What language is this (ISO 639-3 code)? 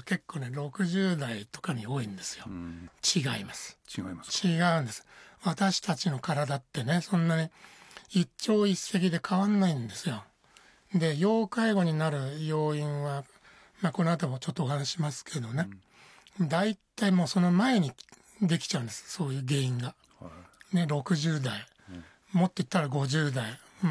jpn